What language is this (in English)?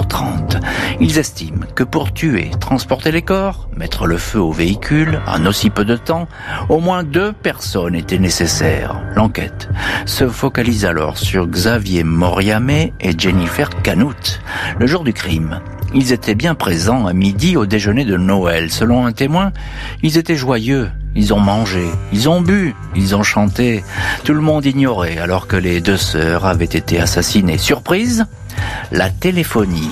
French